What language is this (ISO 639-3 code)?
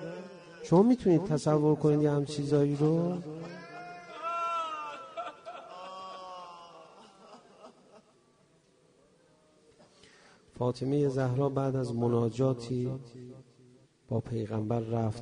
fas